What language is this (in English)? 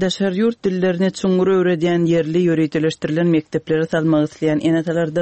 Turkmen